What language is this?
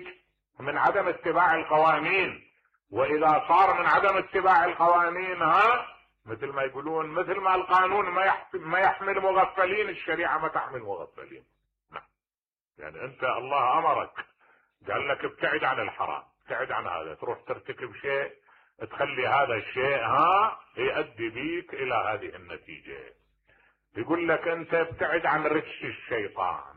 Mesopotamian Arabic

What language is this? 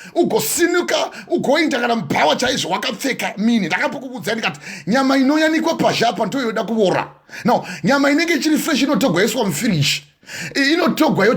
Shona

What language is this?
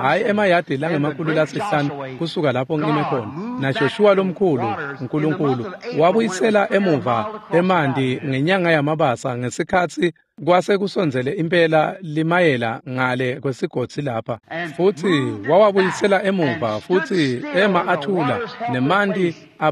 Swati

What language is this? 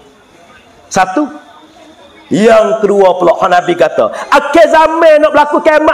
Malay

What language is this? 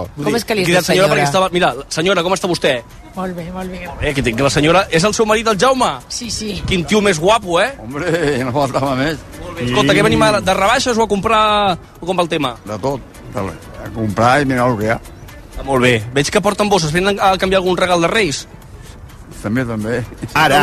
Catalan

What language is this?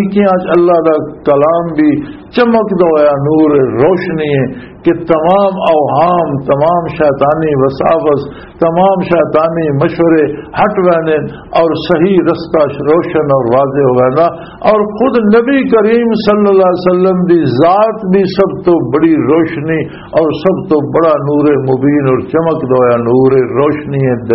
Western Panjabi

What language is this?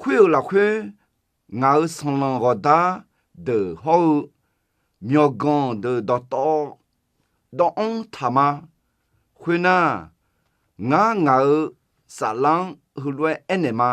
Akha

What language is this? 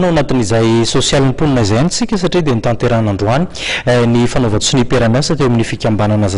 Malagasy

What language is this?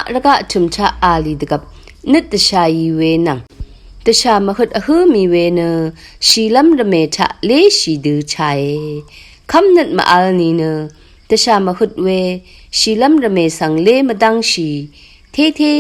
Rawang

